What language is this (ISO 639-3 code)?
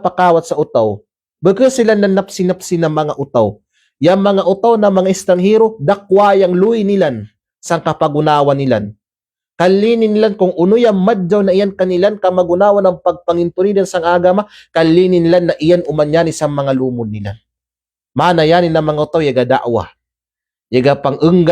kqe